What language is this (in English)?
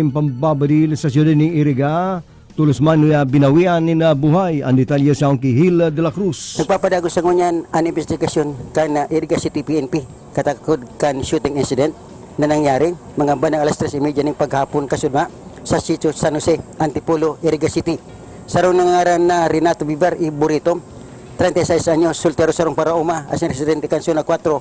Bikol